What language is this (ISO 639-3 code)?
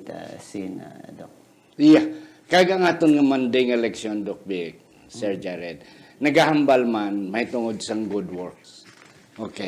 hil